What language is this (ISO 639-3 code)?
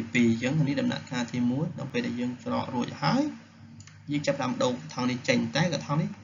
khm